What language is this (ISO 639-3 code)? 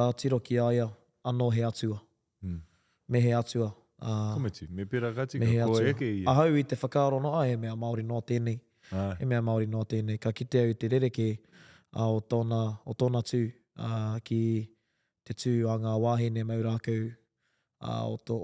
mri